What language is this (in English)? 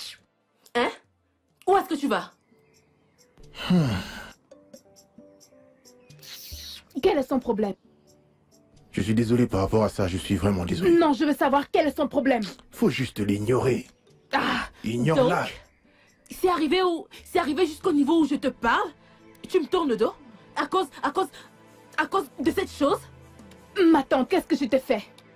French